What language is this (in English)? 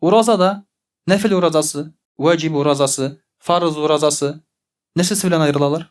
Tatar